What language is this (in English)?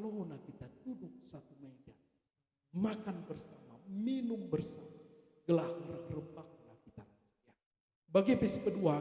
Batak Karo